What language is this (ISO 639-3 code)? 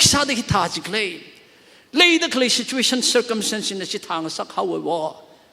nmf